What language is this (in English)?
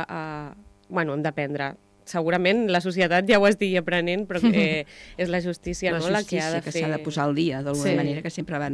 Catalan